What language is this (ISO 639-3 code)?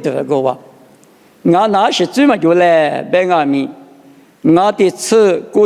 lis